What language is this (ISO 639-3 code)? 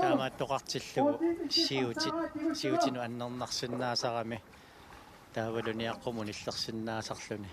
kal